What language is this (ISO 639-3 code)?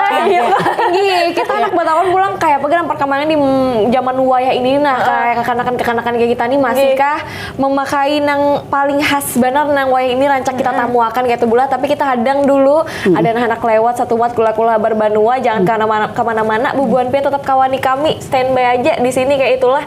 bjn